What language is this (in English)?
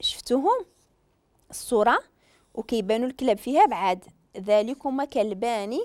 Moroccan Arabic